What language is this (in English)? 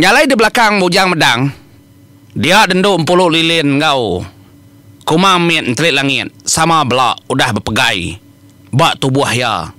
Iban